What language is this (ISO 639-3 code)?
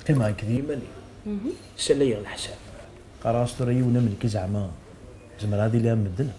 kab